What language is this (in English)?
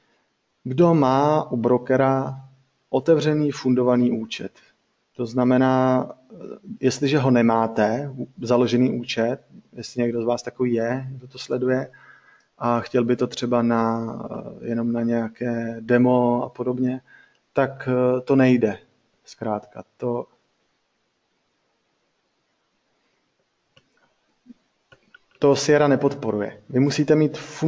Czech